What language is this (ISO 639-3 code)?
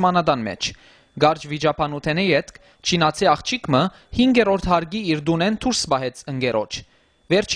hyw